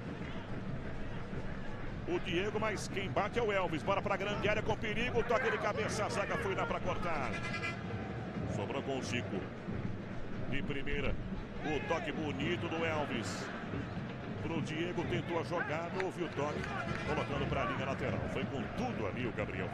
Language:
Portuguese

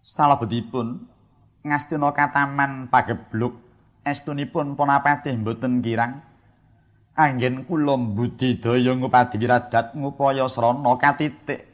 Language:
Javanese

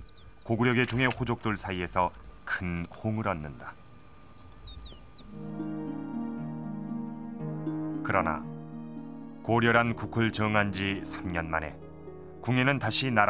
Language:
Korean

